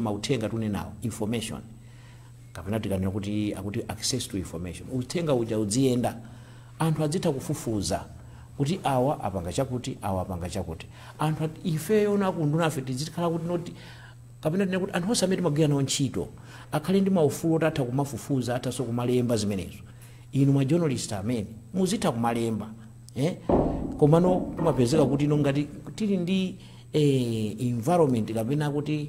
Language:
Nyanja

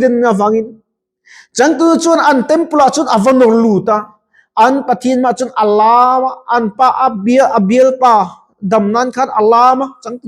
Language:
Mizo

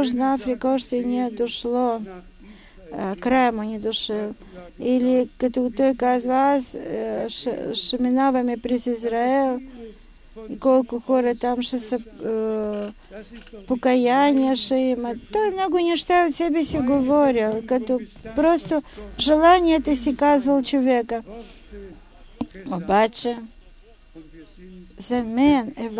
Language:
Bulgarian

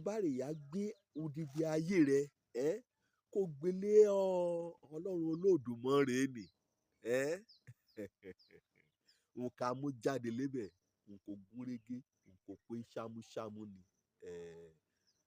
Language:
Yoruba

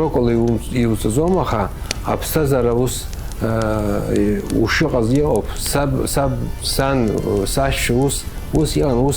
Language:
Abkhazian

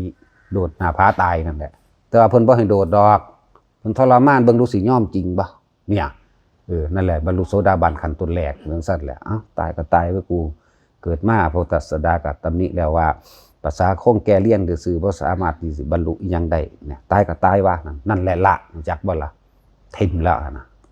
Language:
Northeastern Thai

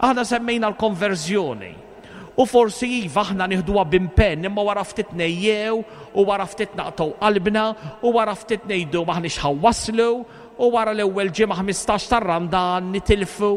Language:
Maltese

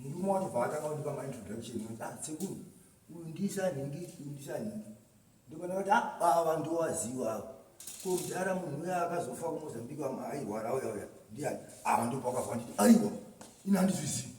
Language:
Shona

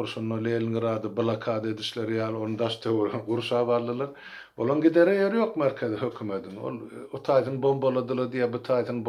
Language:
Turkmen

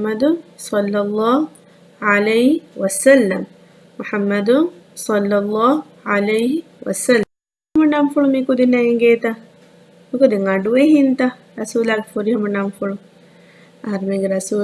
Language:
Divehi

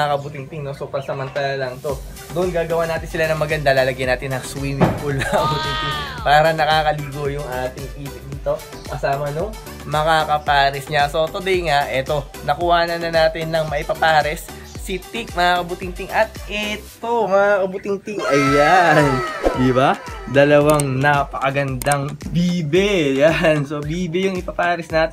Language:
Filipino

